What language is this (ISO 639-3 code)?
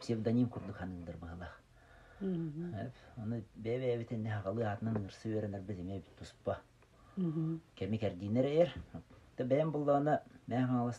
sah